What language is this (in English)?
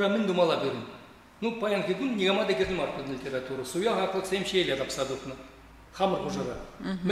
Chuvash